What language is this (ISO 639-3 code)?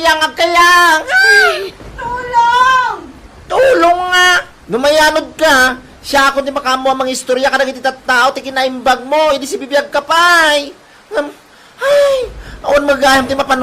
ilo